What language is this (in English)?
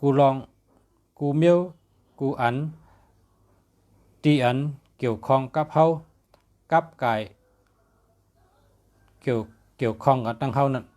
Shan